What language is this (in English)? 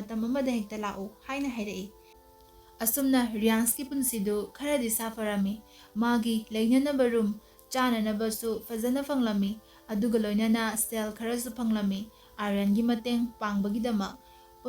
Manipuri